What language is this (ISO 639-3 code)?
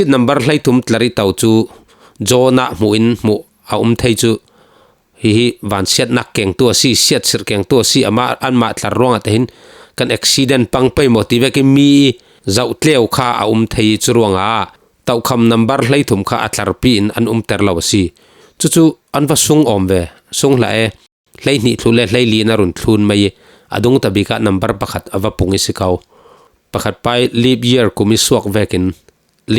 cfm